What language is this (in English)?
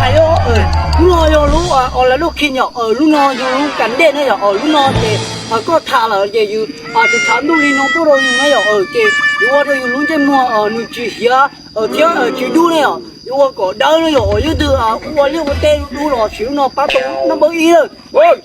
Hmong